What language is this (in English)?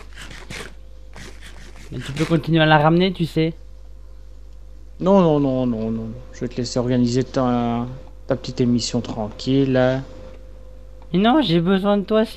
French